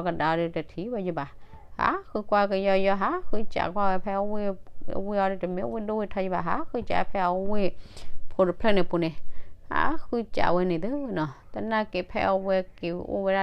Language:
S'gaw Karen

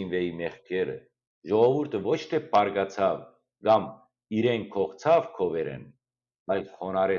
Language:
Western Armenian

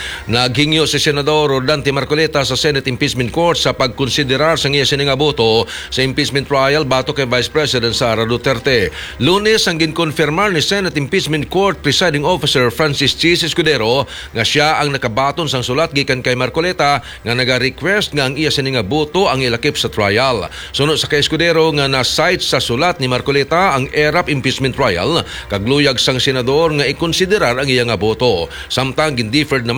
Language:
Hiligaynon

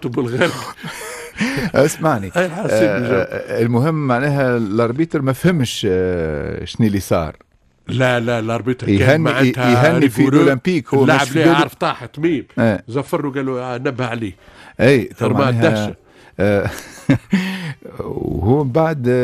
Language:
Tunisian Arabic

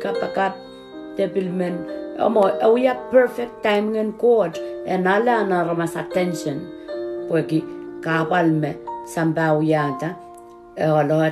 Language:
Pohnpeian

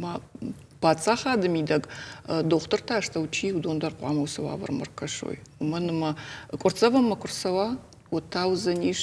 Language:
Ossetic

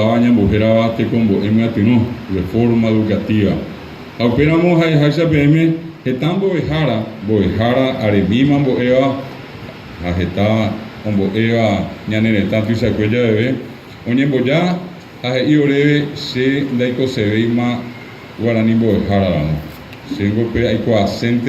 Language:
Guarani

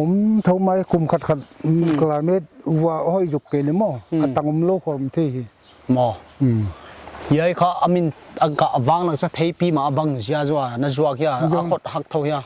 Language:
Paite Chin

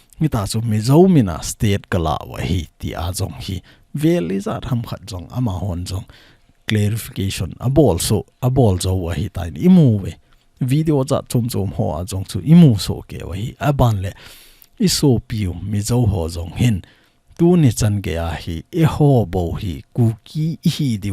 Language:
Thado Chin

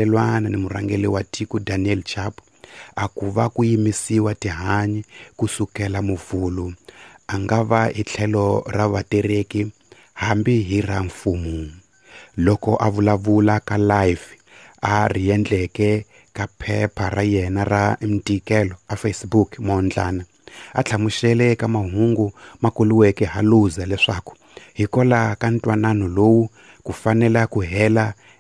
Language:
Tsonga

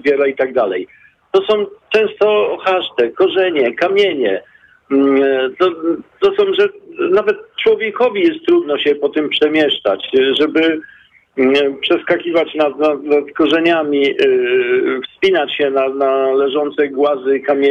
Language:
Polish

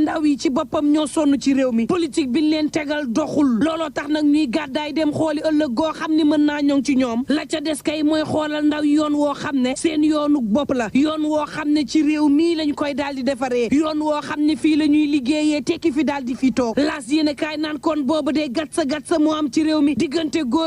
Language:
Wolof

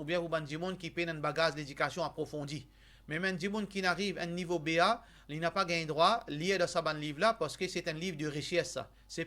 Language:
Morisyen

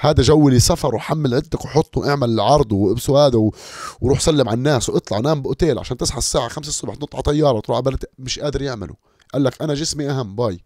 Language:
North Levantine Arabic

